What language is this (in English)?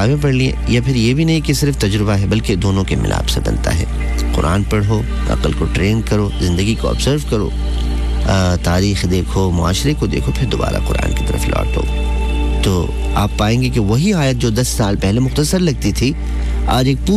Urdu